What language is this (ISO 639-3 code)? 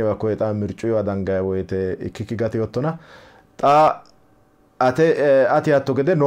sid